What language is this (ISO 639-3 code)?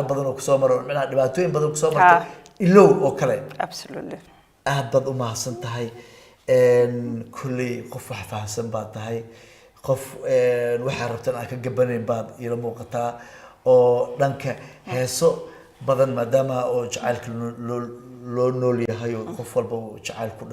som